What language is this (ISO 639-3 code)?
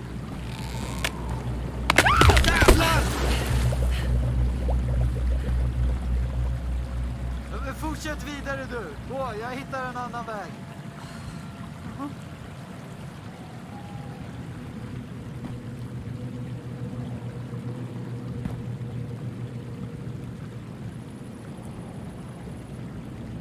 swe